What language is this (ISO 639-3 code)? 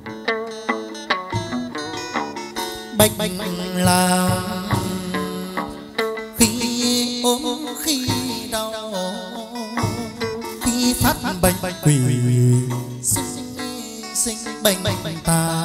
vie